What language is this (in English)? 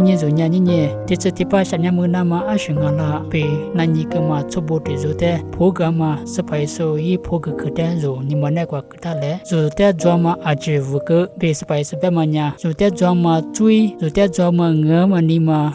Lisu